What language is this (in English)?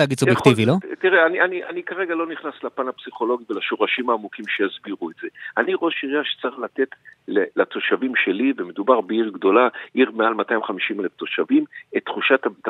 Hebrew